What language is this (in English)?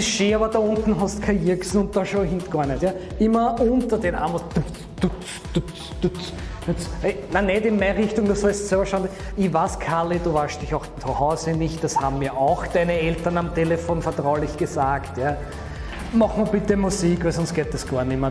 Bavarian